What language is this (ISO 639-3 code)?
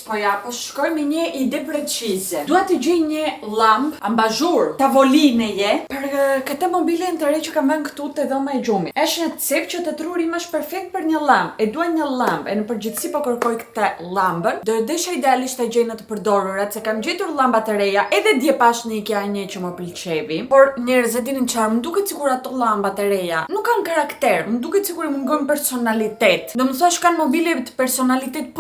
sqi